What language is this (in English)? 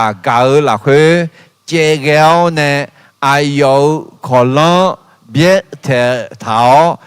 Akha